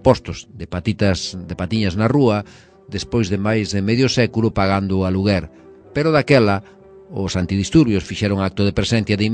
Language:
Galician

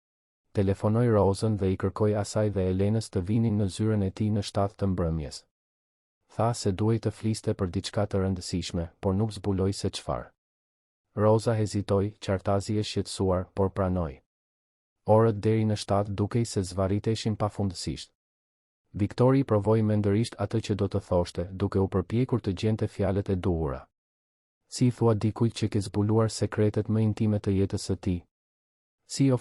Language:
Albanian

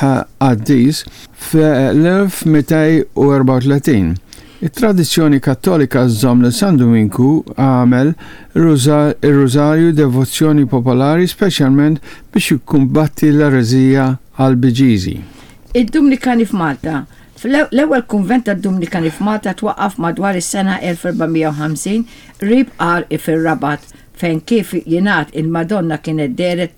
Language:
Maltese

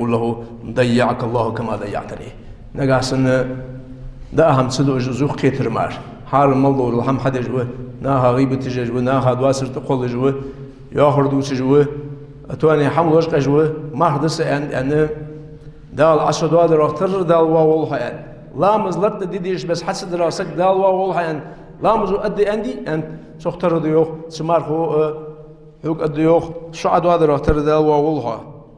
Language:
Ingush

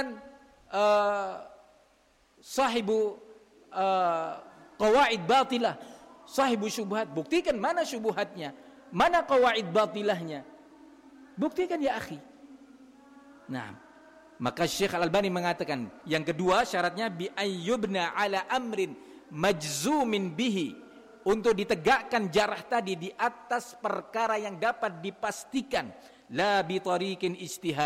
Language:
Indonesian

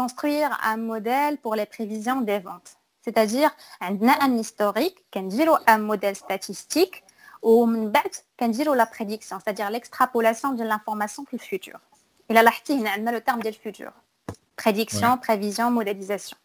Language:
Moroccan Arabic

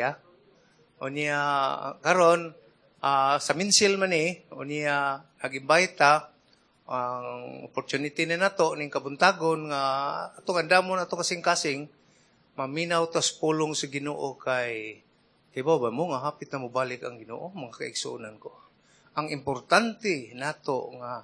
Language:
Cebuano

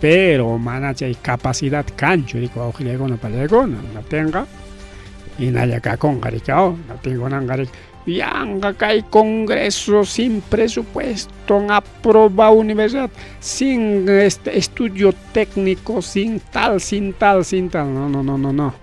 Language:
Ayacucho Quechua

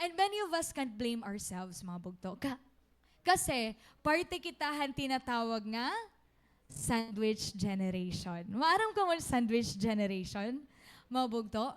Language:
Waray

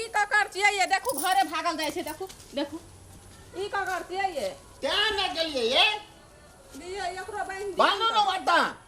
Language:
Maithili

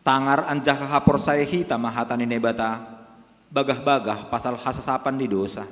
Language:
Batak Simalungun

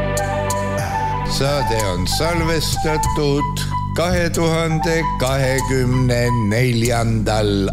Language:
Estonian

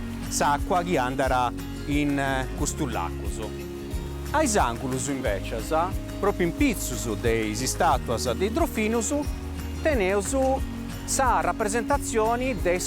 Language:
Sardinian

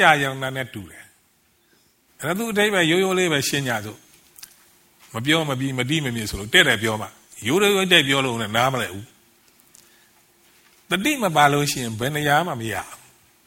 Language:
Burmese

